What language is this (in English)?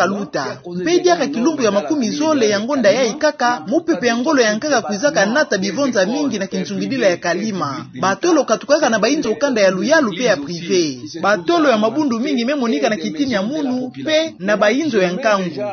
Kituba (Democratic Republic of Congo)